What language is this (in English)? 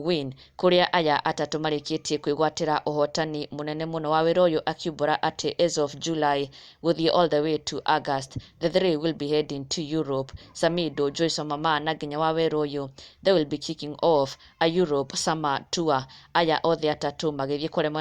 Kikuyu